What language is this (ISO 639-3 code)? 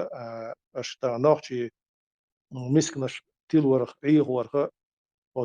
che